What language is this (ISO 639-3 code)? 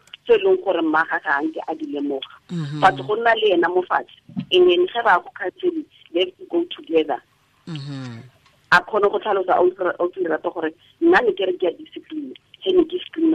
tsn